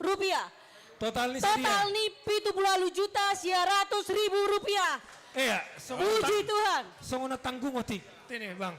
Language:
Batak Simalungun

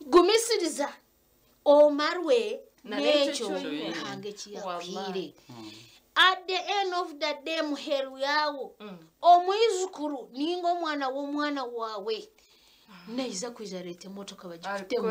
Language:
Nyankole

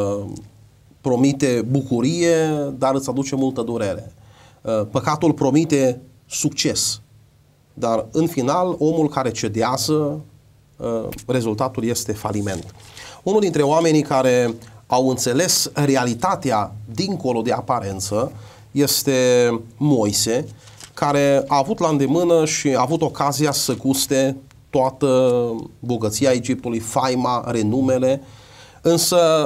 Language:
Romanian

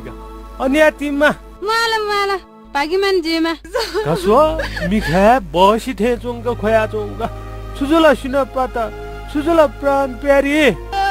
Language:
Newari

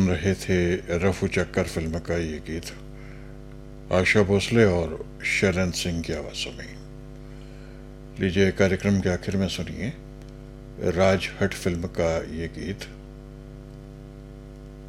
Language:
Hindi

